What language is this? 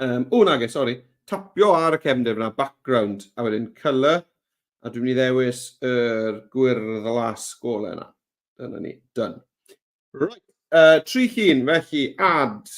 Welsh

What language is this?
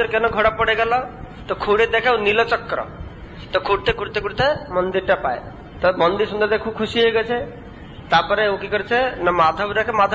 Bangla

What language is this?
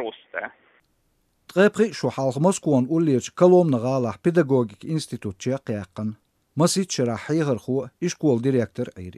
Chechen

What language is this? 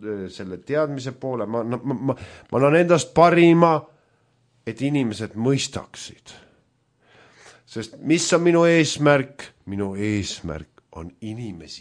Estonian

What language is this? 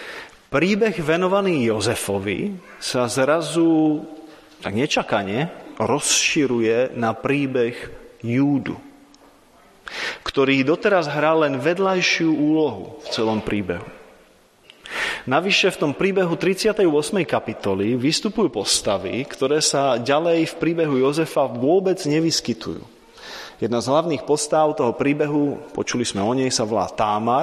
Slovak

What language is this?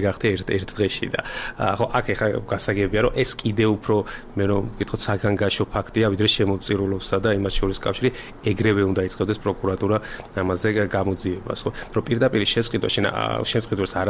Georgian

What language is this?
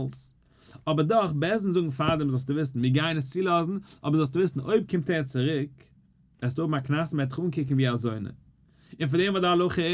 Yiddish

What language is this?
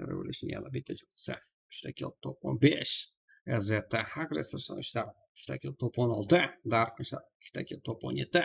Kara-Kalpak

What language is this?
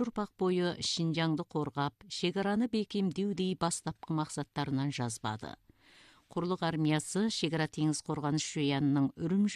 Kazakh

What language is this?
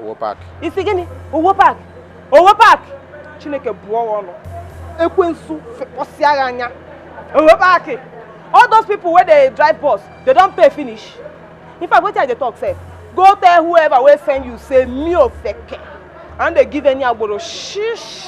Nigerian Pidgin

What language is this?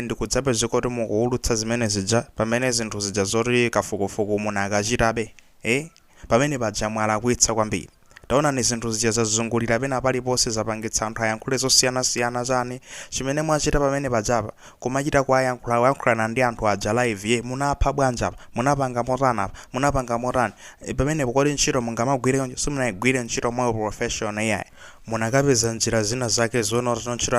Nyanja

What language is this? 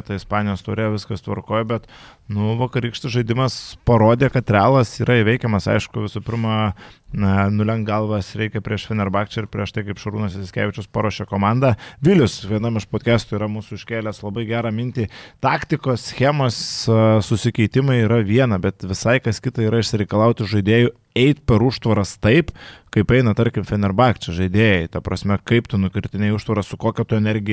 Lithuanian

